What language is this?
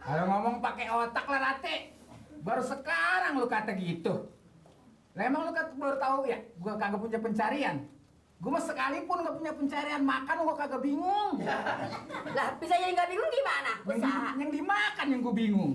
Betawi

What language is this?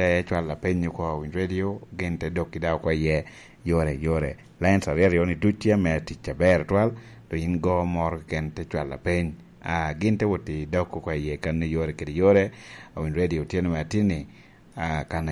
Lango (Uganda)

